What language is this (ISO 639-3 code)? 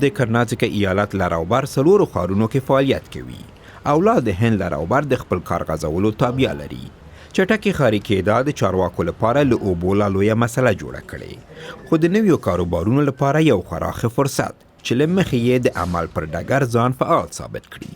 pus